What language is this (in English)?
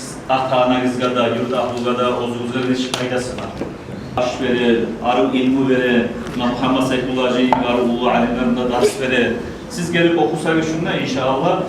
Kumyk